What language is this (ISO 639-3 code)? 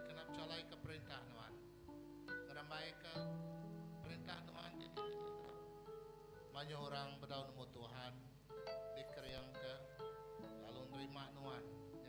iba